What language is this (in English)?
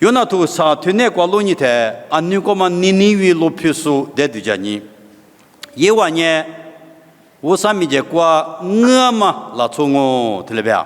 Lisu